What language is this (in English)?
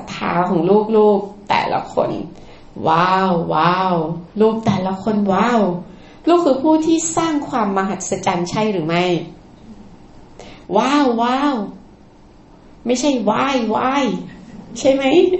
Thai